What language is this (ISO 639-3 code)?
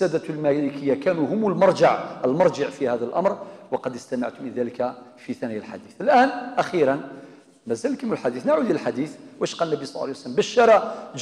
kab